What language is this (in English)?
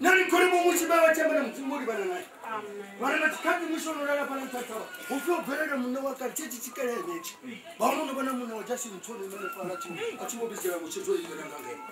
Venda